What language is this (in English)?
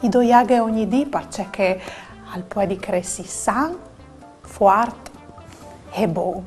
Friulian